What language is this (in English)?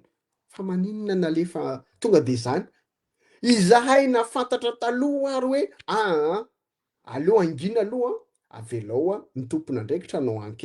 Malagasy